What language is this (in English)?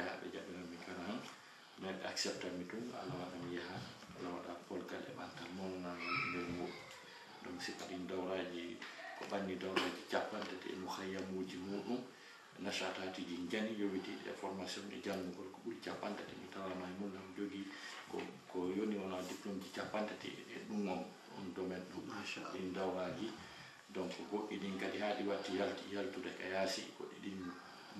Fula